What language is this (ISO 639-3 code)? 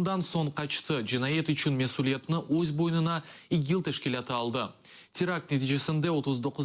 crh